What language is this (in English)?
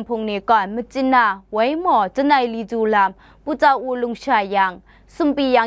Kachin